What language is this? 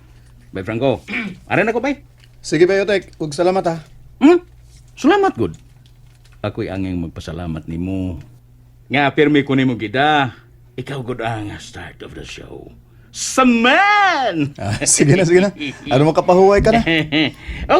Cebuano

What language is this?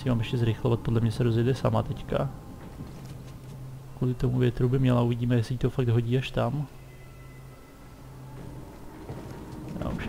Czech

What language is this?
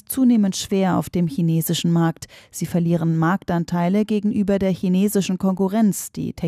German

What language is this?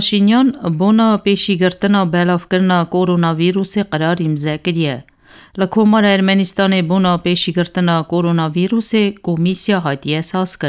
Kurdish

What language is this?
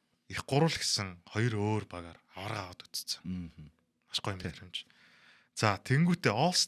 Mongolian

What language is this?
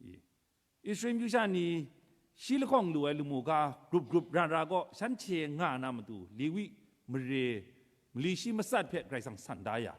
Kachin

